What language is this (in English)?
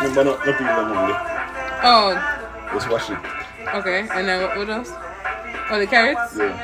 Jamaican Creole English